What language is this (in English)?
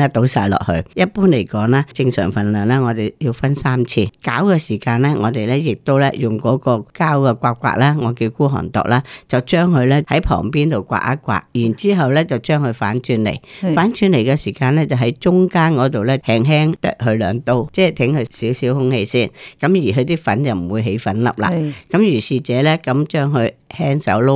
Cantonese